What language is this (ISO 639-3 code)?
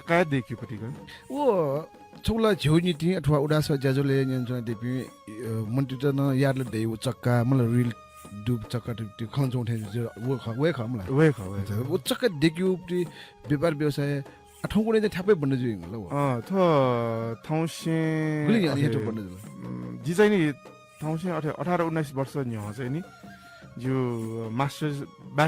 new